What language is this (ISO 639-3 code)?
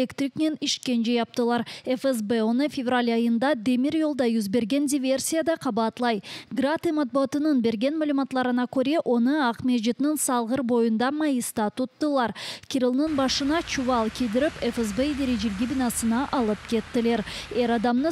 crh